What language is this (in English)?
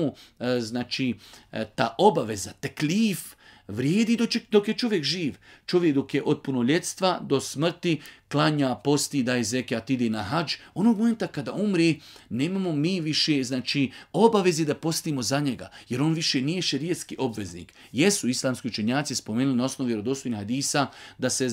Bosnian